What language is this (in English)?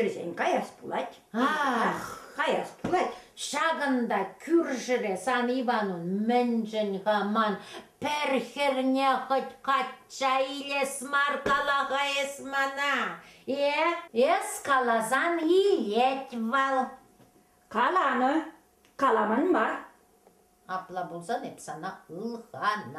Chuvash